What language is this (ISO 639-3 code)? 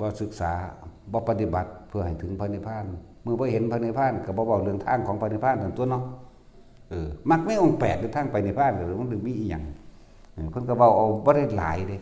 tts